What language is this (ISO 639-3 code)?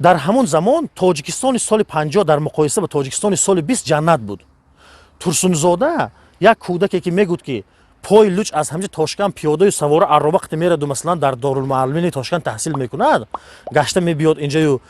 tgk